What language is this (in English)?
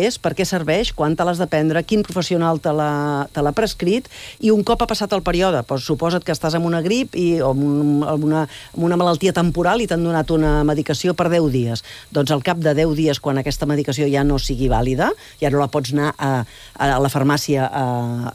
Catalan